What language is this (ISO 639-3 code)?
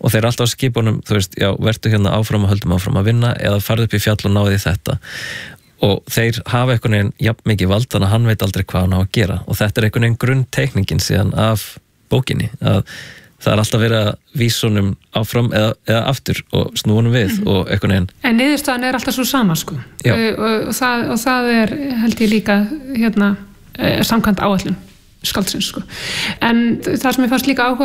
isl